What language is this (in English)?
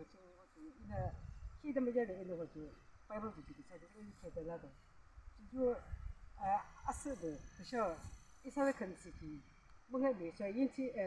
Yimchungru Naga